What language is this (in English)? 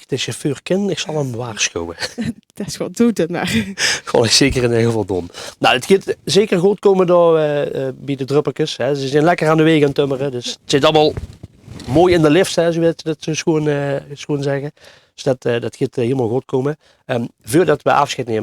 Limburgish